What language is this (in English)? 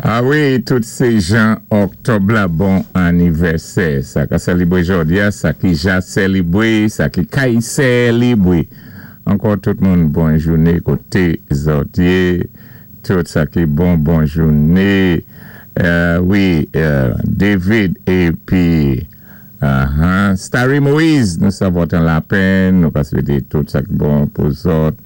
Saint Lucian Creole French